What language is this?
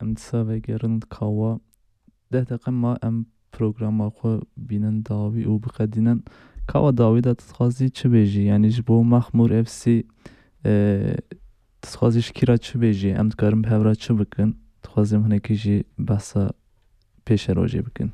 Kurdish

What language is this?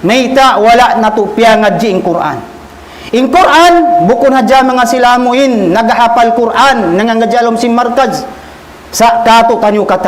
Tausug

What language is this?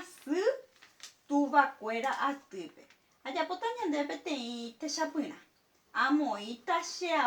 Guarani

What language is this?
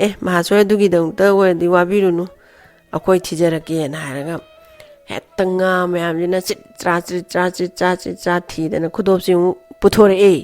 Manipuri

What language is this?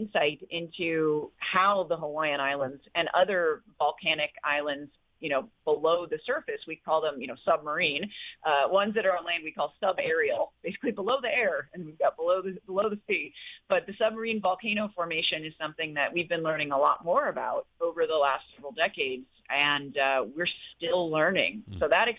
English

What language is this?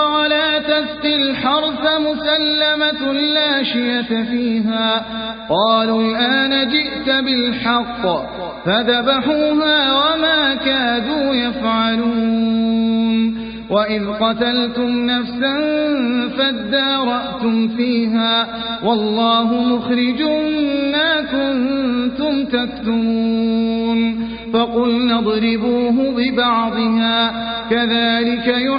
Arabic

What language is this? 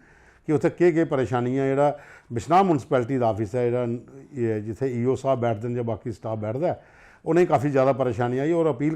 Dogri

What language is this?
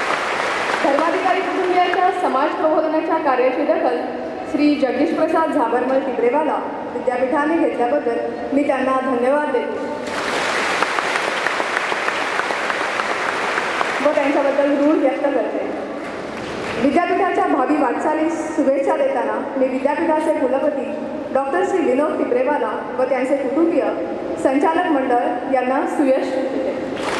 Marathi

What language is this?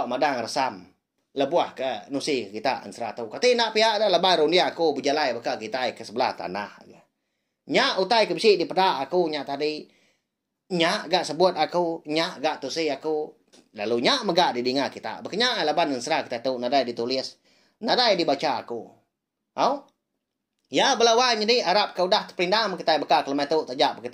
Iban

